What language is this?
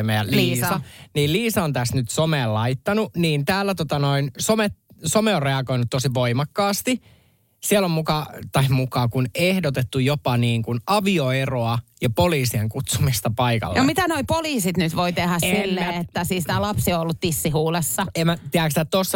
Finnish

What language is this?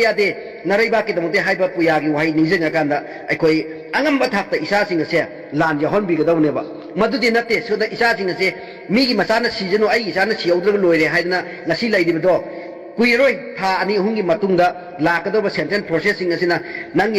Manipuri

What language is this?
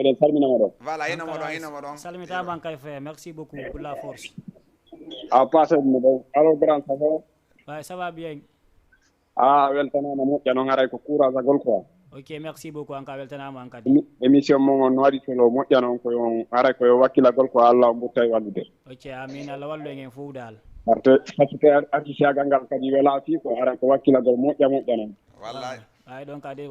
Fula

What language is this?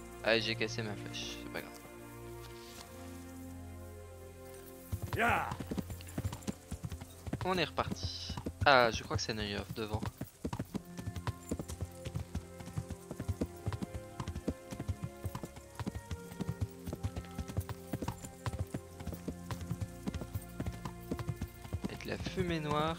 French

